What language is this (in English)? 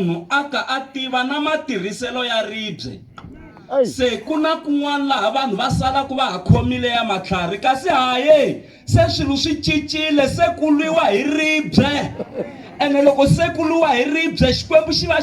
Tsonga